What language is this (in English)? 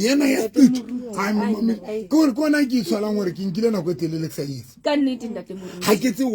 Southern Sotho